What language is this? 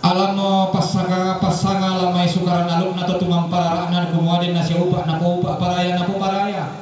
Toraja-Sa'dan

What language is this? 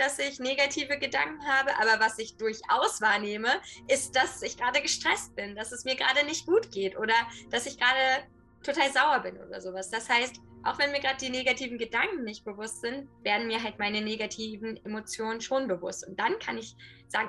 German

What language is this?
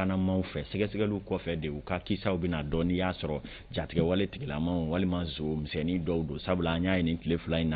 Bambara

